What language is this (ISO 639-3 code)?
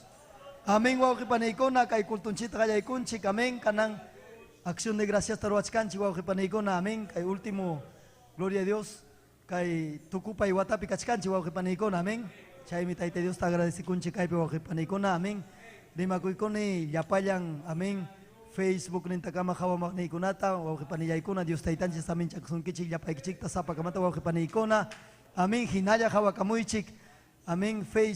quy